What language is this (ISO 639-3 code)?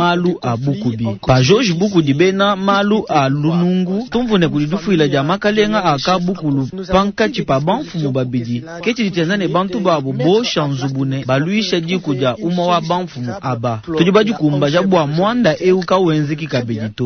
lua